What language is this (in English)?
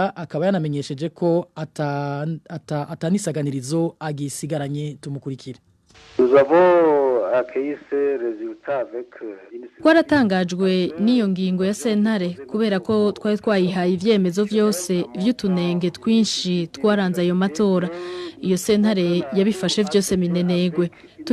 Rundi